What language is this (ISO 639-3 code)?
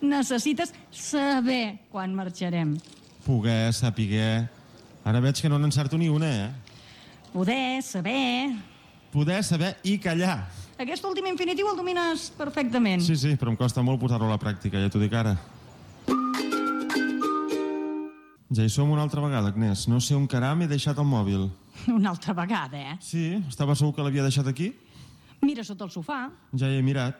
cat